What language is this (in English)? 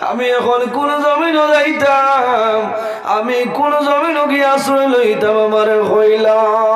Sylheti